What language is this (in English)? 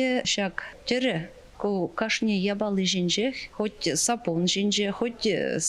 Chuvash